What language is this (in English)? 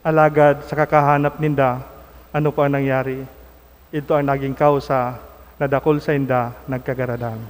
Bikol